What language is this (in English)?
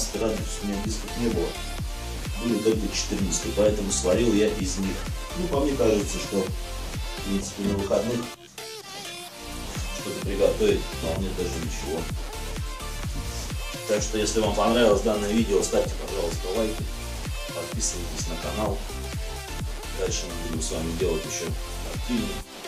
Russian